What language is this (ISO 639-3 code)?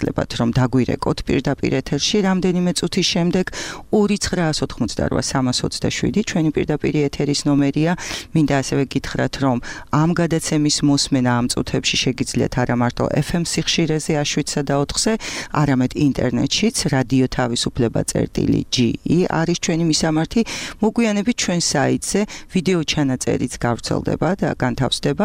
kat